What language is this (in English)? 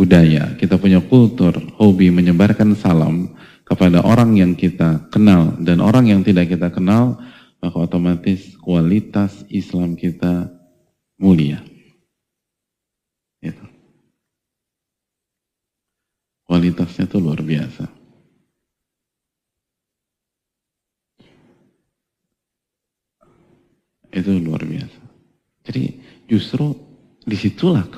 Indonesian